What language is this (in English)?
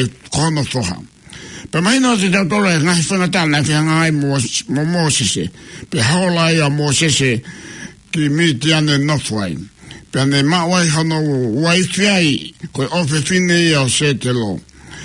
Tongan